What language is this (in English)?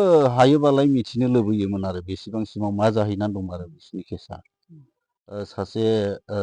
Bodo